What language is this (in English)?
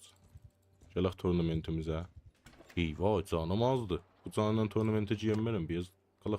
South Azerbaijani